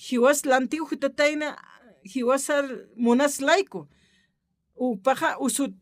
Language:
Aymara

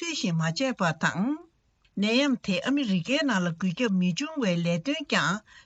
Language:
Tibetan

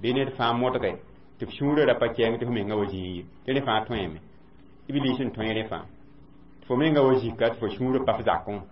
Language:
Mossi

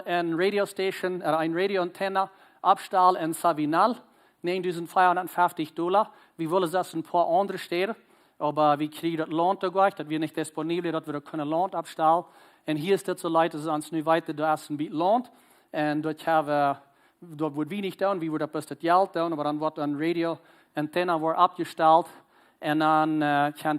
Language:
Plautdietsch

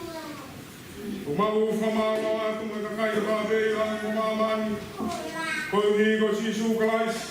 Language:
Tongan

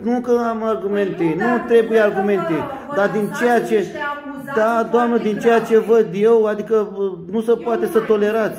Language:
Romanian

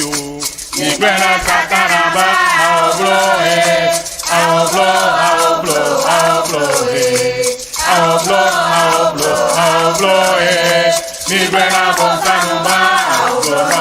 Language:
Ewe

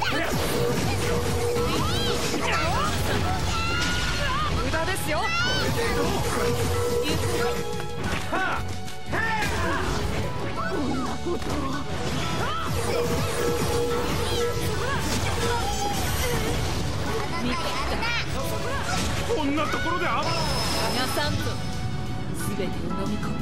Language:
Japanese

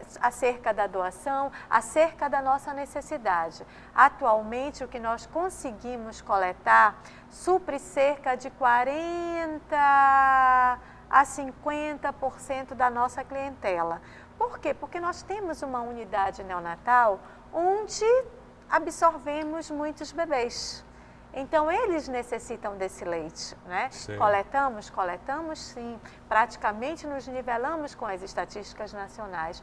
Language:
Portuguese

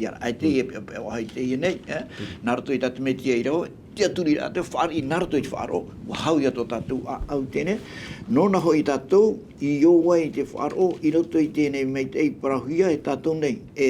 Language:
Tahitian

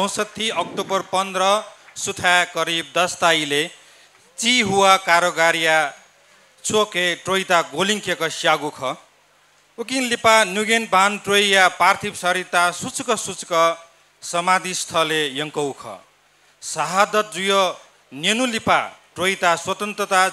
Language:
Newari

